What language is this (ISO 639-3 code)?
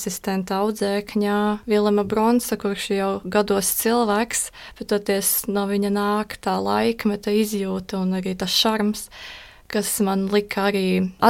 lav